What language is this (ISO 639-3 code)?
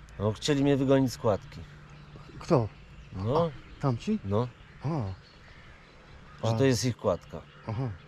pol